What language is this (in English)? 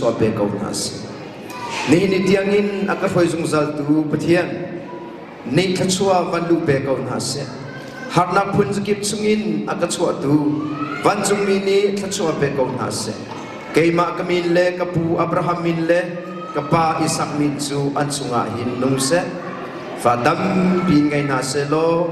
Hakha Chin